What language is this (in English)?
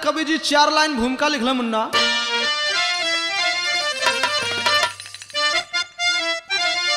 Bhojpuri